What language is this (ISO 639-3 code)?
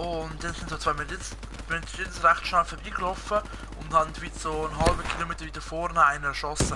gsw